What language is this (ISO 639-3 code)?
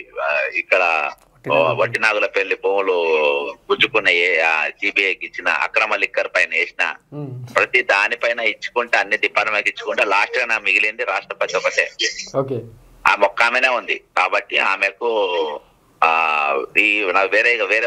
tel